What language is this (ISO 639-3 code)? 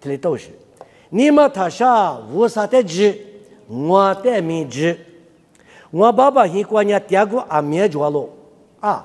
lis